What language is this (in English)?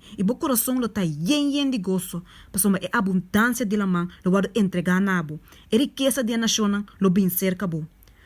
Papiamento